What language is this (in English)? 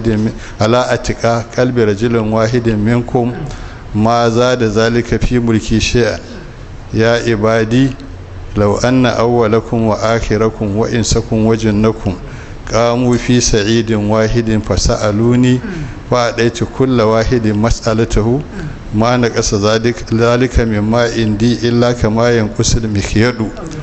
Hausa